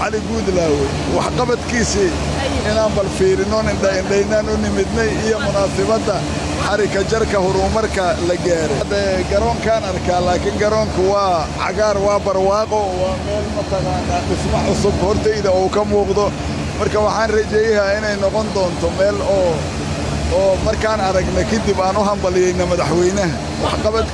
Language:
Somali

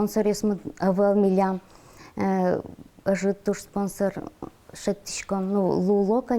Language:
Udmurt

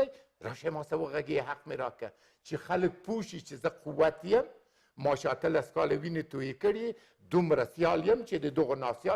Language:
Pashto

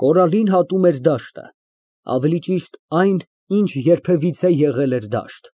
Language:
Armenian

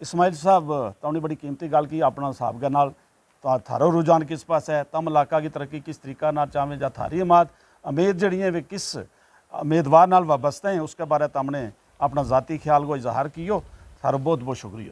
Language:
Gujari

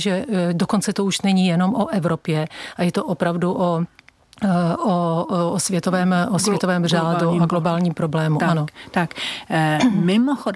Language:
Czech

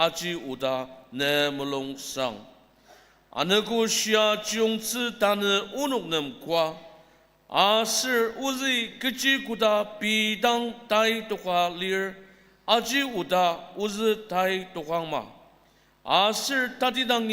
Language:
Ao Naga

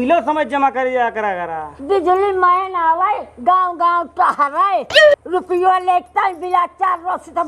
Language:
Awadhi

